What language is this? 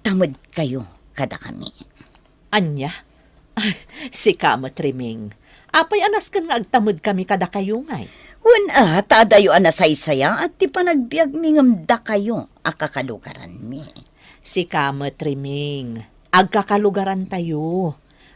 Iloko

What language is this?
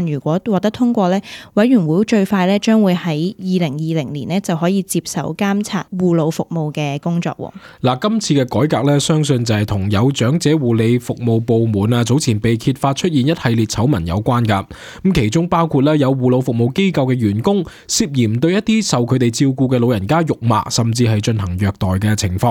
Cantonese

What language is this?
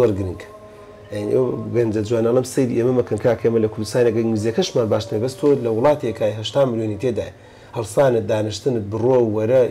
Central Kurdish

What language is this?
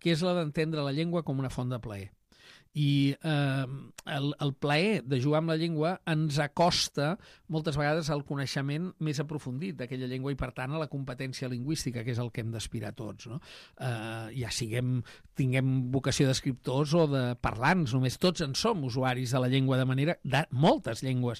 Catalan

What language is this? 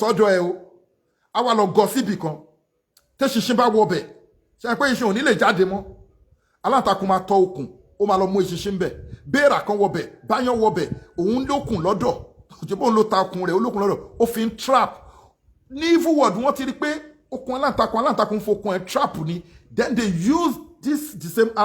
Yoruba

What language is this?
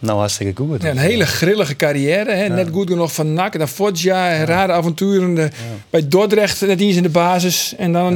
Western Frisian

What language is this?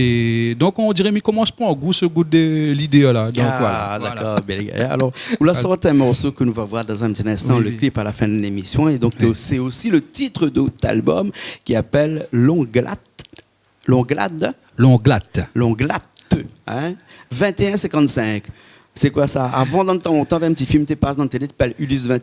Réunion Creole French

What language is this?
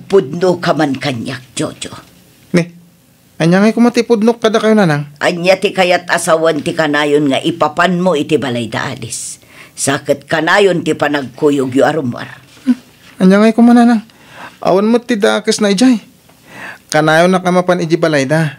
Iloko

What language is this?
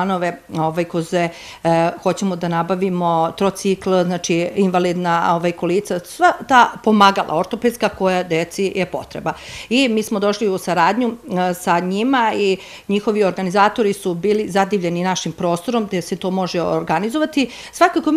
Serbian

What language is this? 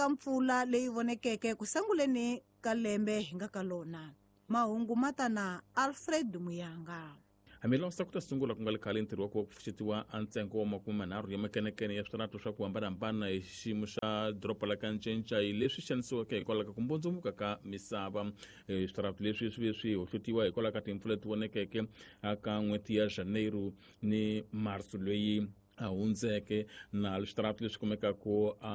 Tsonga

